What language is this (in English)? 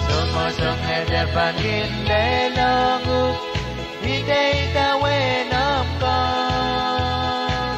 Pohnpeian